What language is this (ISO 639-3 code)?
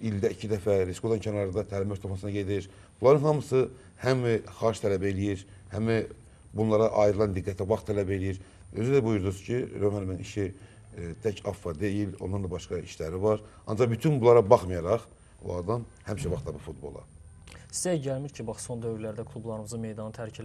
aze